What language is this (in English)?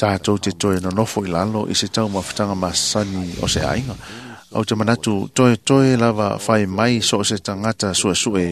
Samoan